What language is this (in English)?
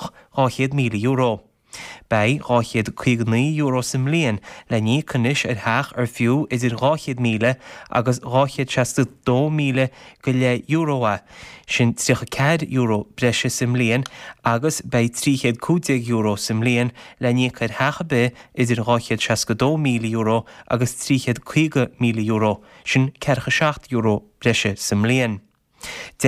Irish